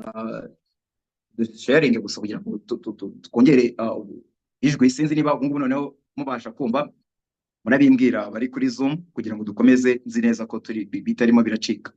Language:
Kinyarwanda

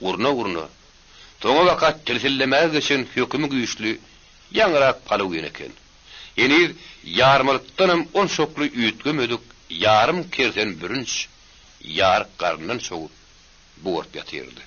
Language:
Turkmen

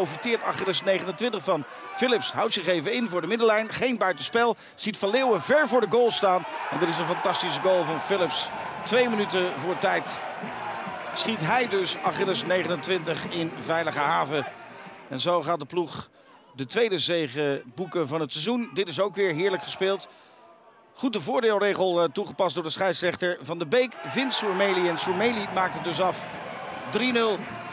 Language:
Dutch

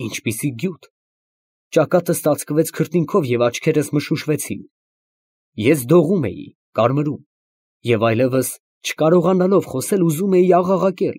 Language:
Armenian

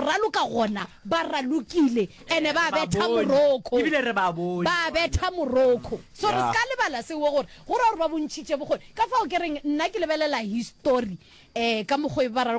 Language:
Northern Sotho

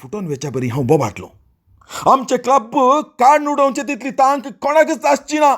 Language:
Konkani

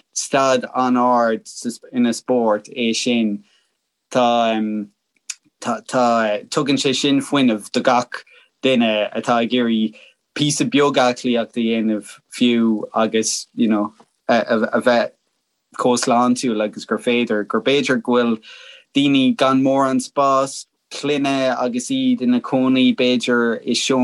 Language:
Irish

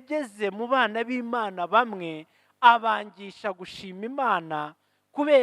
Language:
Kinyarwanda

